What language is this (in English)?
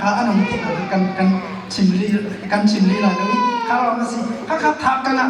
Hakha Chin